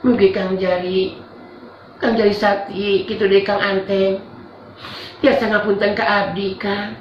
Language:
Sundanese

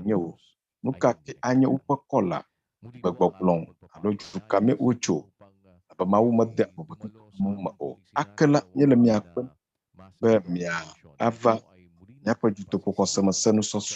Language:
Ewe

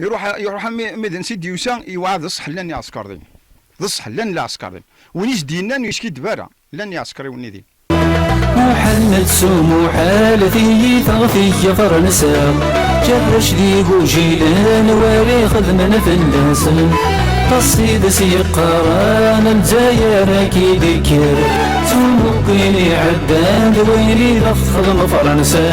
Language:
Kabyle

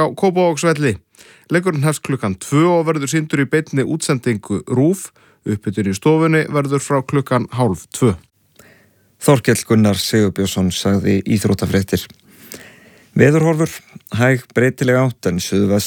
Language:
Icelandic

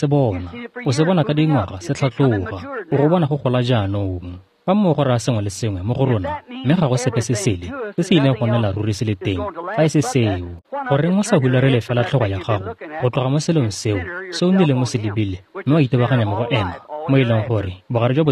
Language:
Tswana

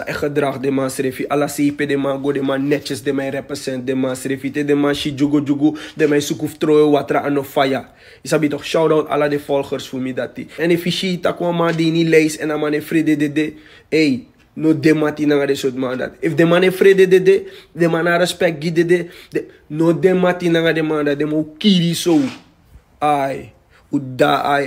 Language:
Sranan Tongo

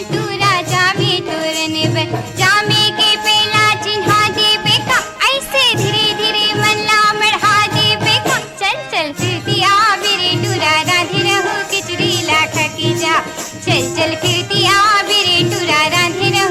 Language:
Chhattisgarhi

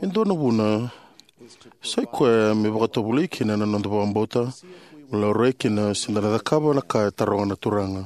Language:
Fijian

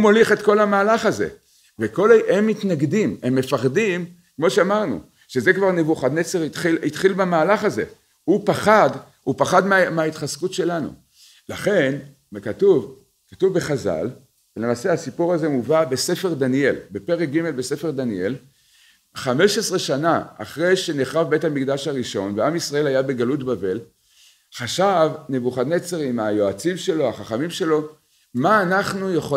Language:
Hebrew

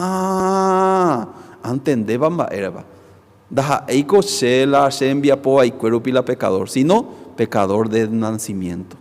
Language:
Guarani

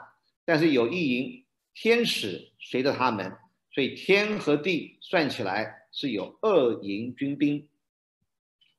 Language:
Chinese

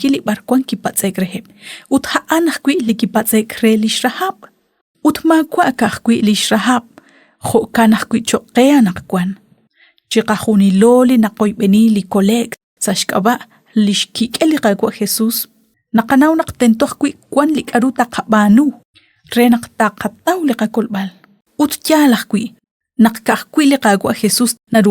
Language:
Kekchí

